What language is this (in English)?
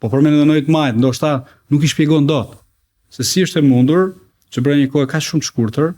Albanian